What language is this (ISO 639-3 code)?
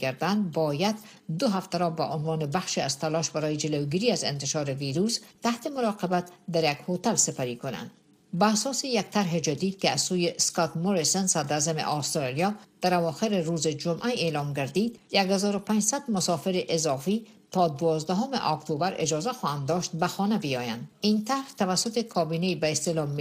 fas